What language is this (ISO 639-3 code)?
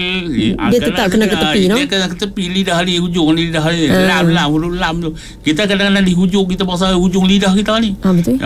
msa